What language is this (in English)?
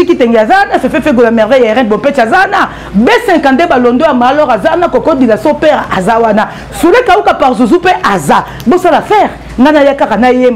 Lingala